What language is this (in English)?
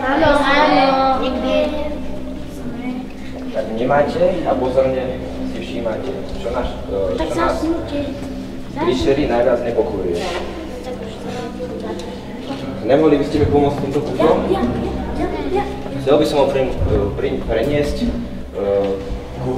Slovak